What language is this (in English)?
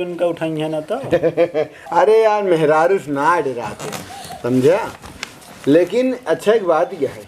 Awadhi